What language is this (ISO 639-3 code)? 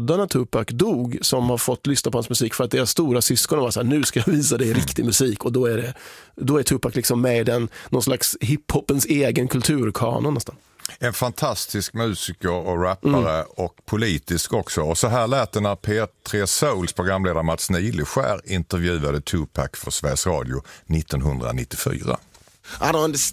swe